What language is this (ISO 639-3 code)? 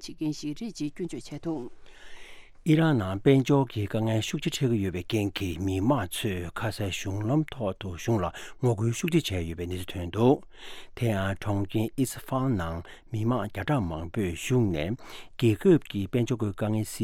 bod